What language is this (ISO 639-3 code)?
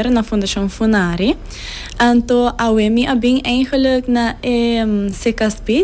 pap